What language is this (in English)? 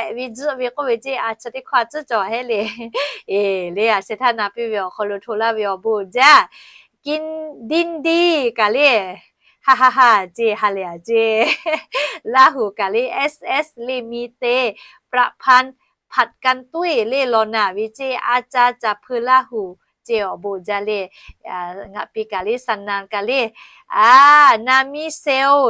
Lahu